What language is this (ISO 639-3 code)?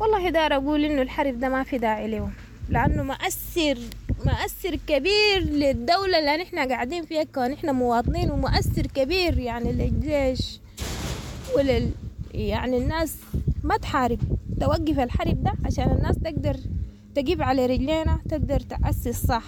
apd